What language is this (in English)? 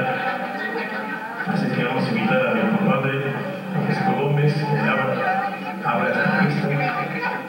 Spanish